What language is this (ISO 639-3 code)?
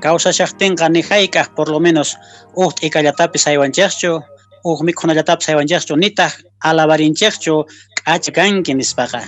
que